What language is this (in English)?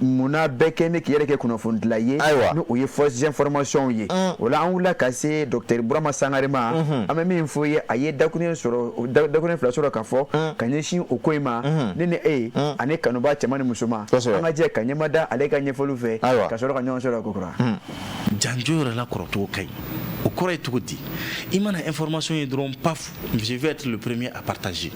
Bambara